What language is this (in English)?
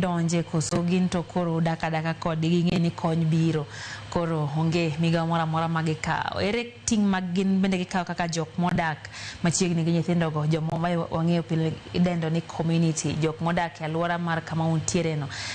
Luo (Kenya and Tanzania)